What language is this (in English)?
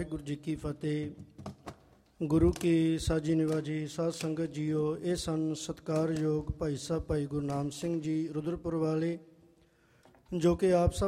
Punjabi